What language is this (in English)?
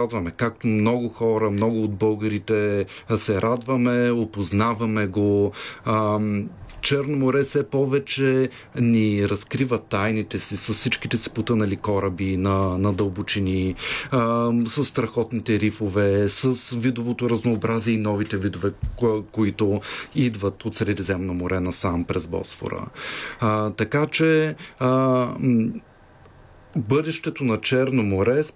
Bulgarian